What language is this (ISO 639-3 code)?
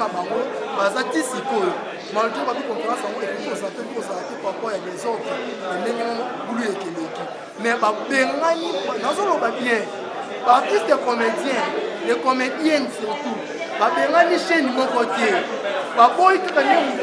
lin